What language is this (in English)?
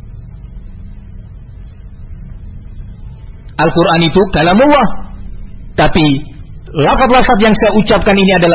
Indonesian